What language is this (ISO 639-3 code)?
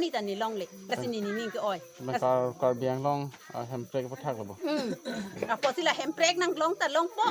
mjw